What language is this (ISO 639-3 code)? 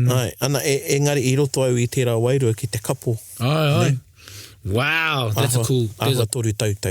mri